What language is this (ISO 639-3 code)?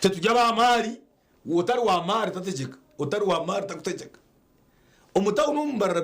nyn